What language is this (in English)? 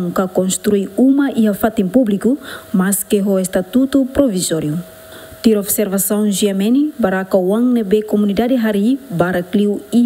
Tetum